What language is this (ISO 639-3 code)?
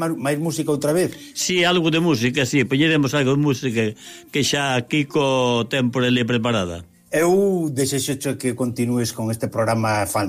glg